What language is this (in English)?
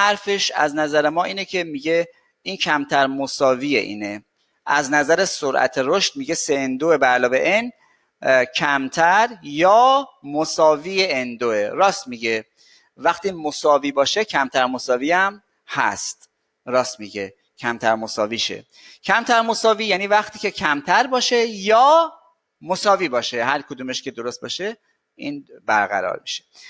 Persian